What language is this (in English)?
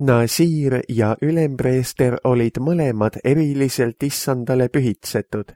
Estonian